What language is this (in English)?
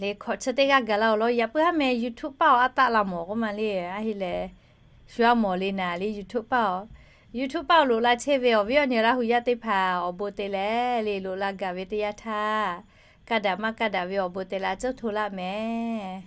Lahu